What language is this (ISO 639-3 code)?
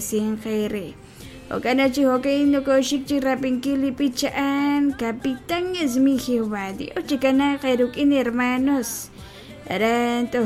kek